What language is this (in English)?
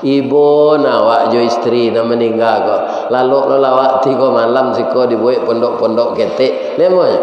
Minangkabau